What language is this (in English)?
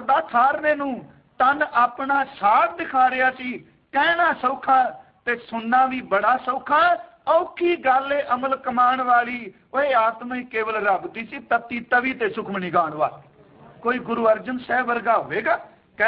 Punjabi